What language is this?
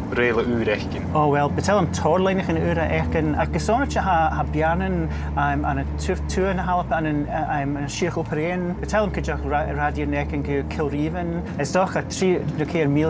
Scottish Gaelic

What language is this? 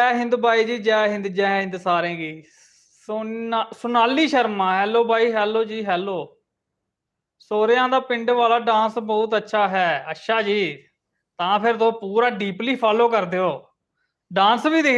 Dogri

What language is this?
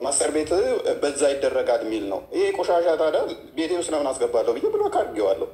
Amharic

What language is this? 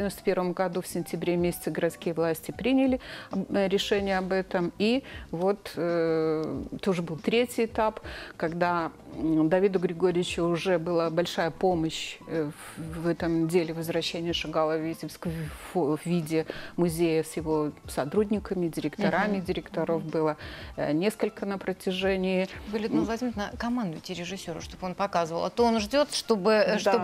Russian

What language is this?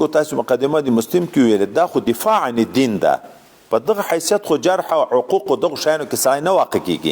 Pashto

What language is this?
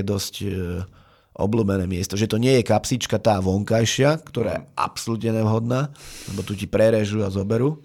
Slovak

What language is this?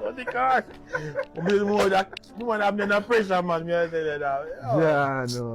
Jamaican Creole English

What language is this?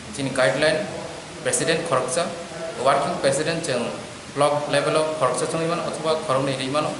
Kok Borok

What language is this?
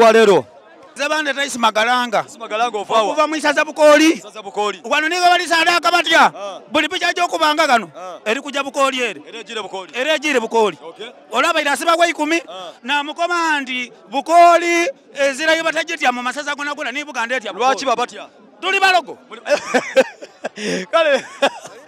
Soga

